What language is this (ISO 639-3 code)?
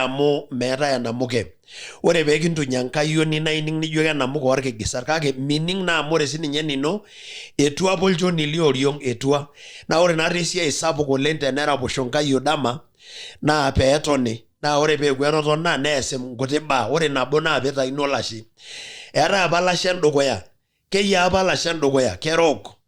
mas